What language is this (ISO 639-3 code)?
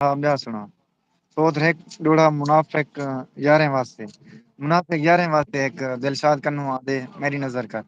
skr